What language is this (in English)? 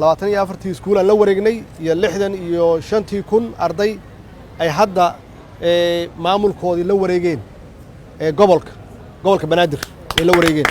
Somali